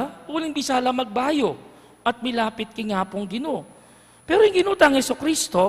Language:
Pampanga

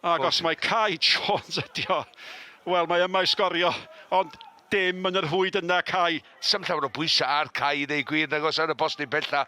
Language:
Welsh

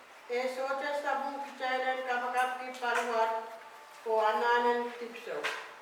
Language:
Pohnpeian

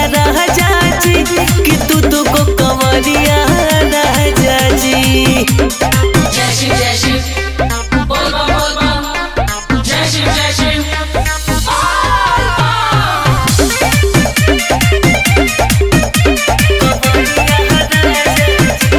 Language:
Bhojpuri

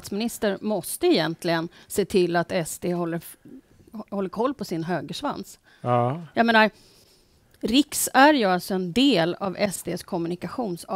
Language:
Swedish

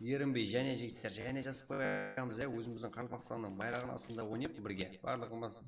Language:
Kara-Kalpak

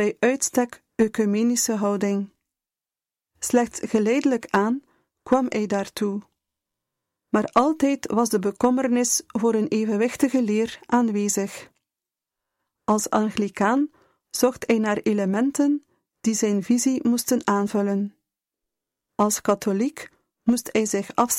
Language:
Dutch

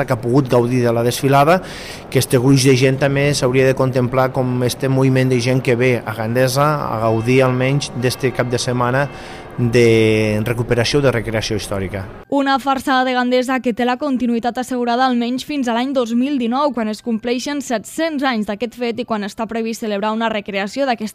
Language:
Catalan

